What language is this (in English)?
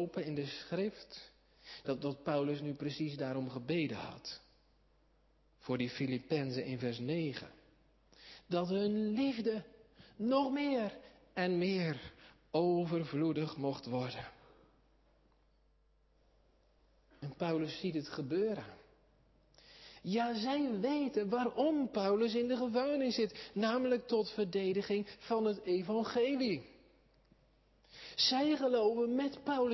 Dutch